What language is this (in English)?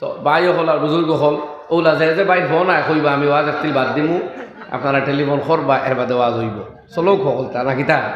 Sylheti